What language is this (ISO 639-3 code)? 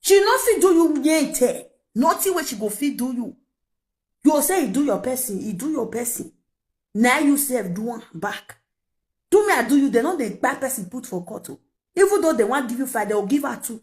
pcm